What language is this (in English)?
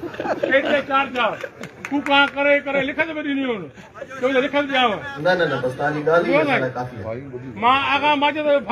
Sindhi